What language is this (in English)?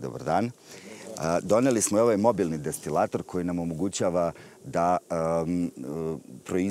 Serbian